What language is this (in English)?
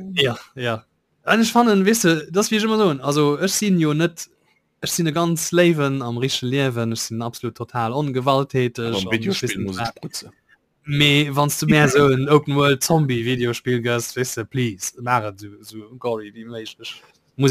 Luxembourgish